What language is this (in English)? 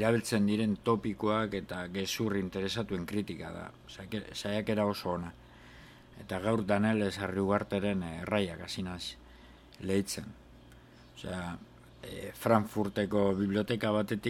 Basque